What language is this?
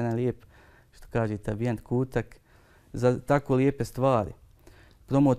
Bosnian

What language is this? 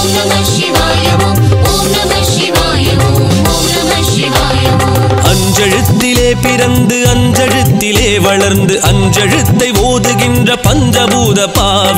Tamil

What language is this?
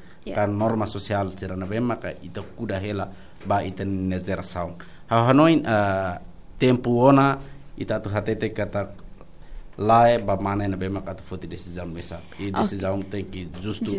Tetum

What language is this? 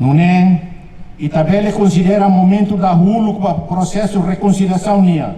Tetum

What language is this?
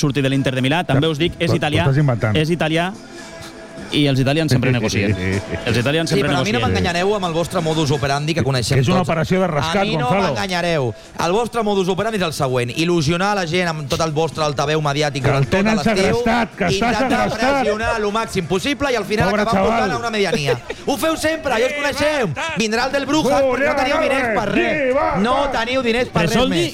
Catalan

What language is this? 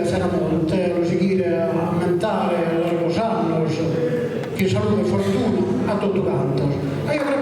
Sardinian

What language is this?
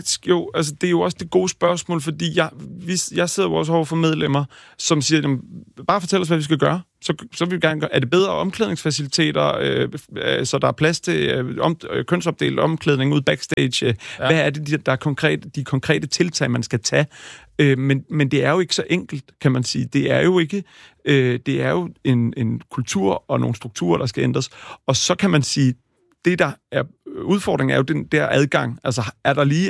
Danish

